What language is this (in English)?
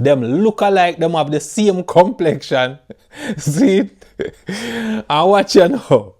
Jamaican Creole English